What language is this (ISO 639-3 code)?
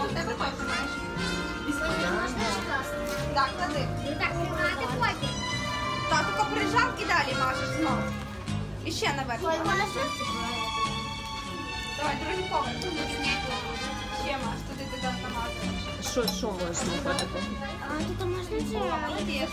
ukr